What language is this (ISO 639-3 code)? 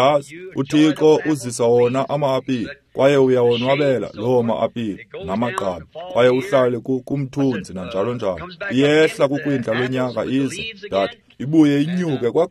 xho